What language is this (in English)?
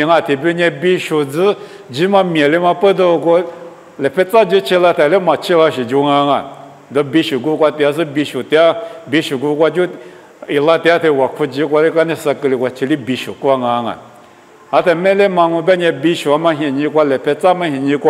Lisu